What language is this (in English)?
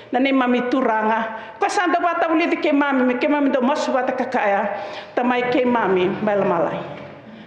Fijian